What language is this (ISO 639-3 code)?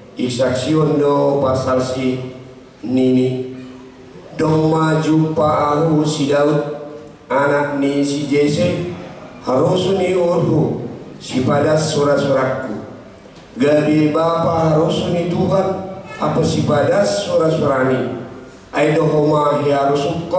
bts